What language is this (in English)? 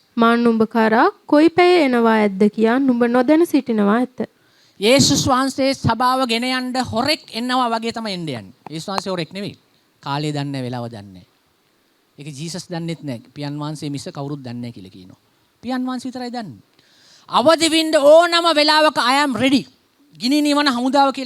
Sinhala